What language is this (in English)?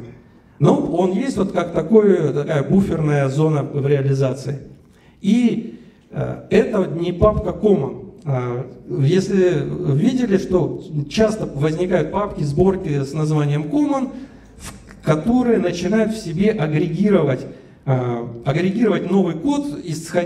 Russian